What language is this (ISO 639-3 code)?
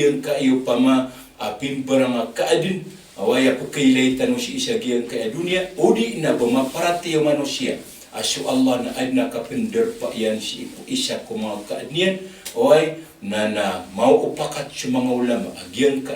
mrw